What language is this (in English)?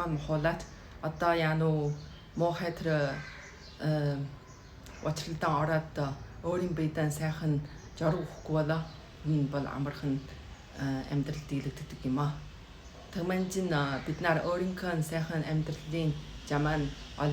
Mongolian